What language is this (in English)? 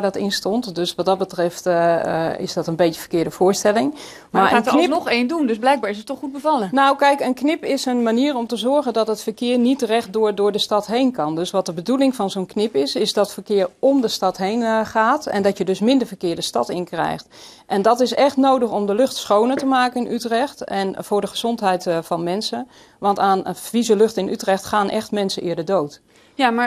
Dutch